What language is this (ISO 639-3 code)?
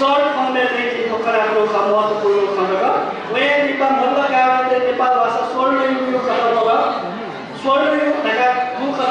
new